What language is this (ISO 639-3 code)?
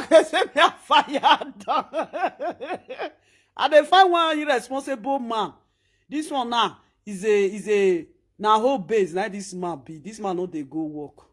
pcm